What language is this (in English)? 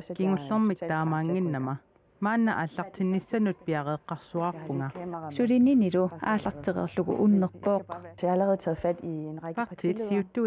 Kalaallisut